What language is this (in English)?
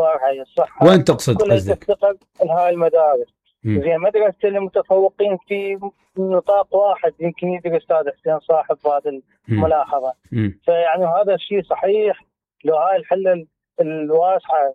Mesopotamian Arabic